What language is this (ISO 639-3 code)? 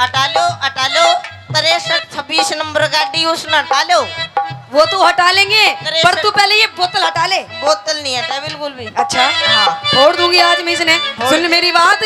bgc